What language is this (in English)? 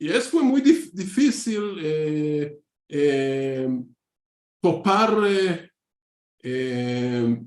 Ladino